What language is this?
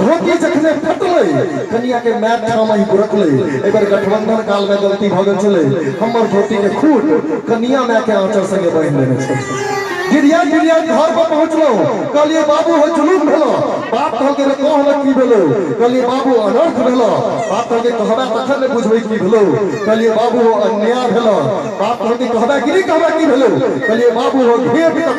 Maithili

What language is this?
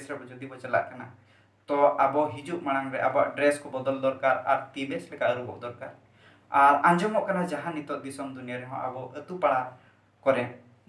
Santali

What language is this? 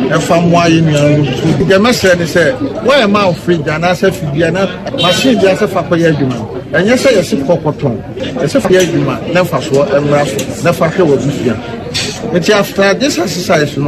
Akan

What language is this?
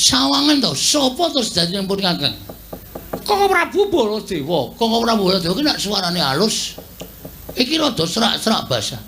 Javanese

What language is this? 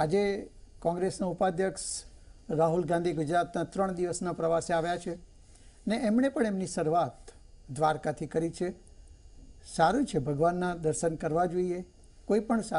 Gujarati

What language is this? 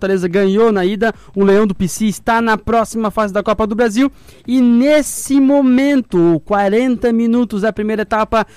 Portuguese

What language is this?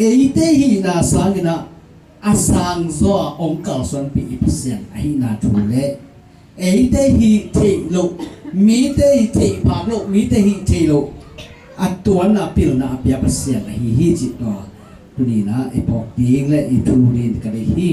Tedim Chin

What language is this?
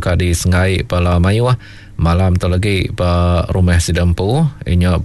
Iban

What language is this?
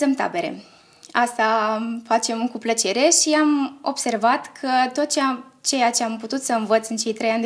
Romanian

